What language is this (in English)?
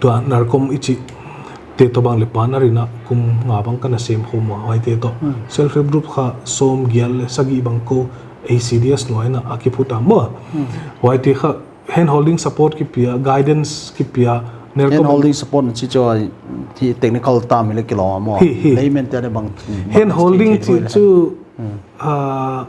Paite Chin